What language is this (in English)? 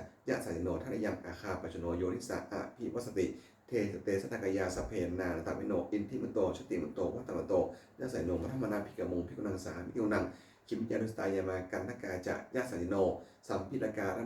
Pali